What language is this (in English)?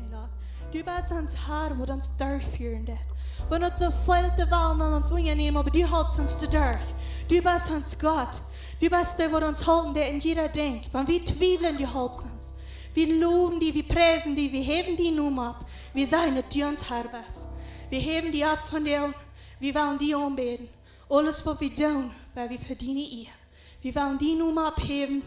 Plautdietsch